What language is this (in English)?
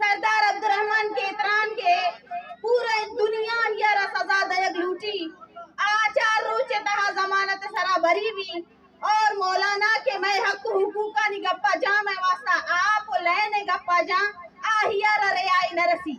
Baluchi